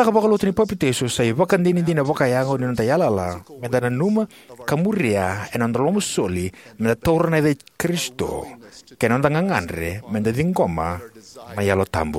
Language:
Fijian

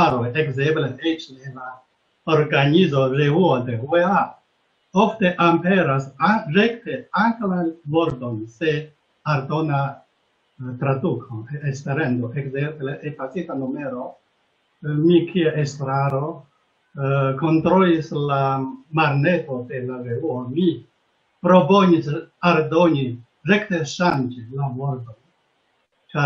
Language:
Esperanto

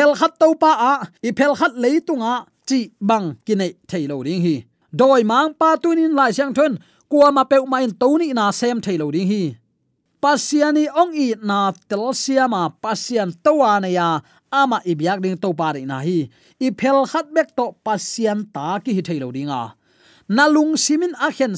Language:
Tedim Chin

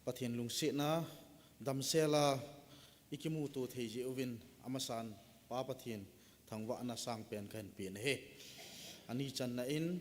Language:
Thado Chin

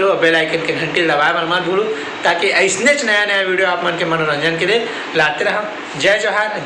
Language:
Chhattisgarhi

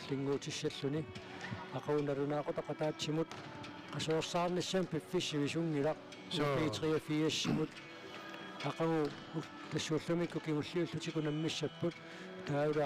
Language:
Kalaallisut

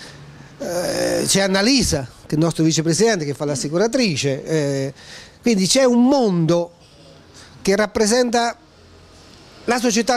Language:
Italian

